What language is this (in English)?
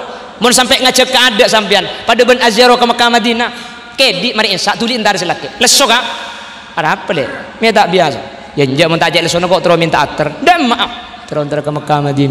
Madurese